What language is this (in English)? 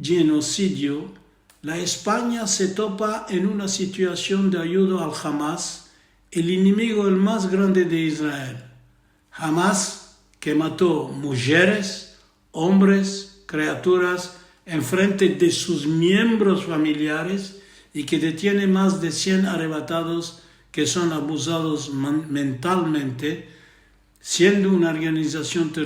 Ladino